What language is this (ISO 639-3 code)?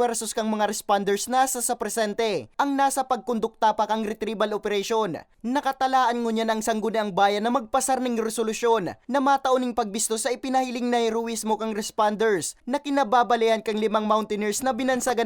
bik